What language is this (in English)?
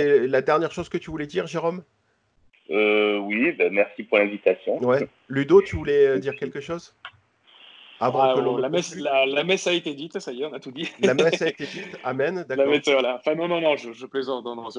French